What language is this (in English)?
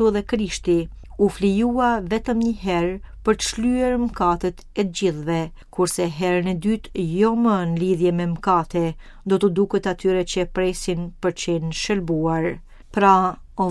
Albanian